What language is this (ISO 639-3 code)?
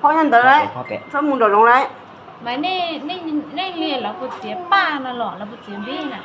hmn